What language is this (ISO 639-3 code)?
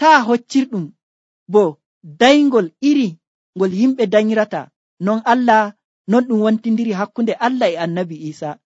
fuv